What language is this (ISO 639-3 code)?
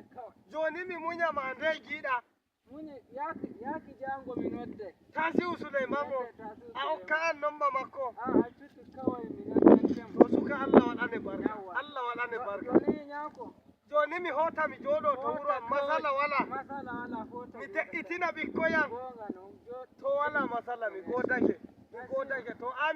fuv